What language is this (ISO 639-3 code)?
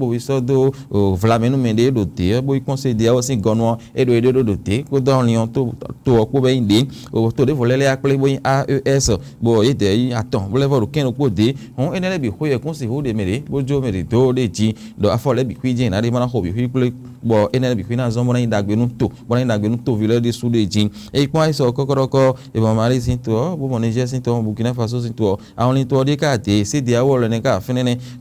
fon